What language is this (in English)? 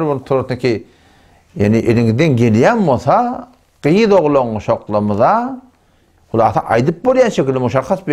Turkmen